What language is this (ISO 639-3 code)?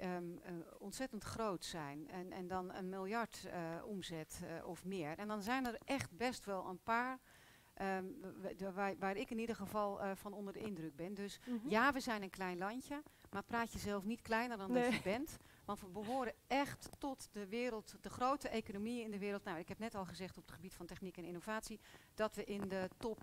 nld